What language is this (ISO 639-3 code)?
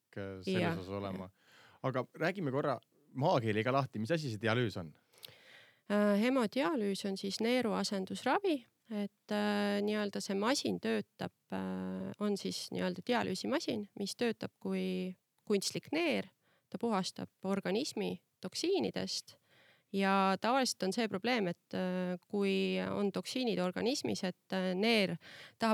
est